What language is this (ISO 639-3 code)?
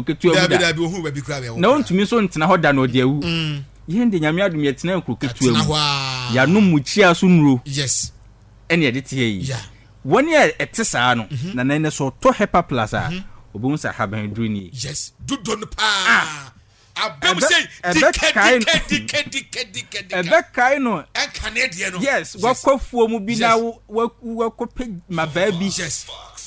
aka